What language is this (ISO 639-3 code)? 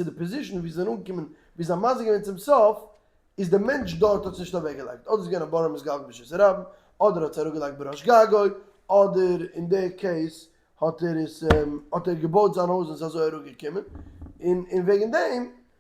yid